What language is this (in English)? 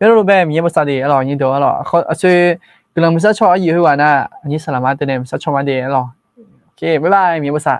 Akha